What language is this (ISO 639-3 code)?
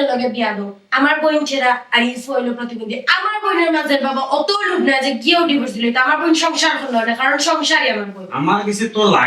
syl